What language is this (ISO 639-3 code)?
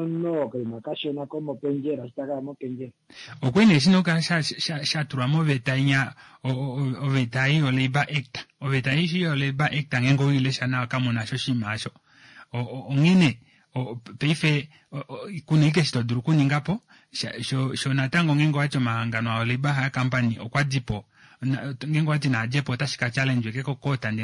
kua